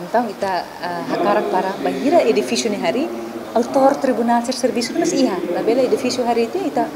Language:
Tetum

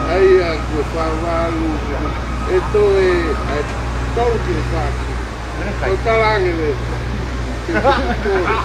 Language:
Tongan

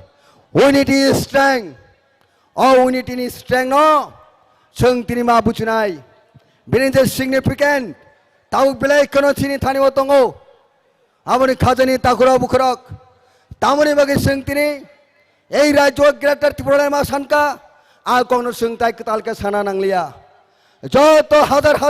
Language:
Kok Borok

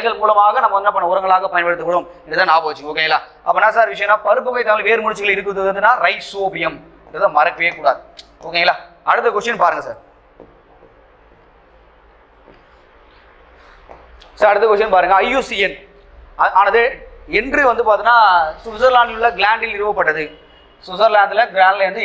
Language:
Tamil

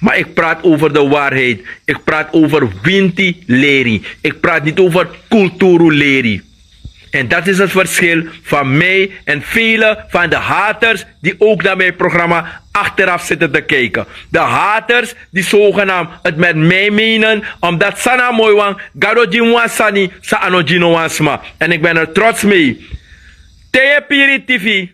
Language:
Sranan Tongo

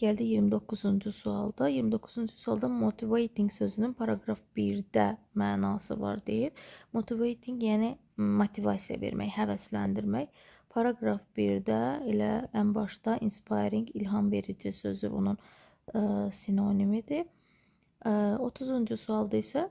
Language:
Azerbaijani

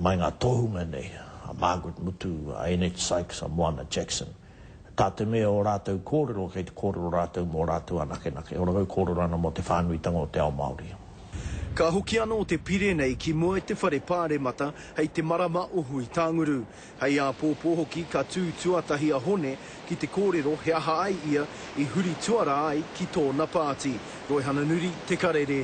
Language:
Māori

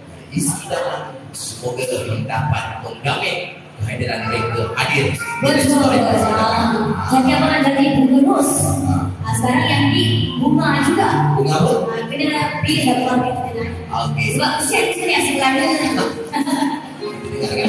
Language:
Malay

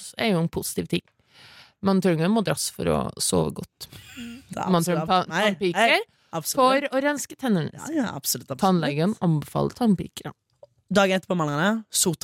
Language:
Norwegian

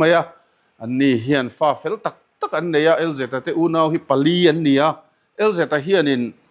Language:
Mizo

